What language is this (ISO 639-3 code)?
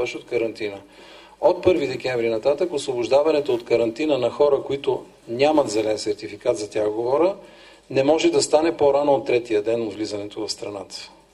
bul